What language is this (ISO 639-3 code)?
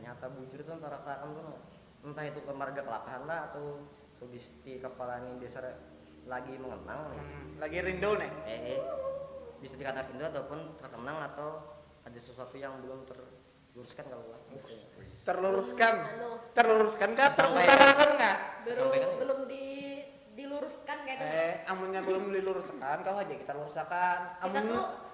bjn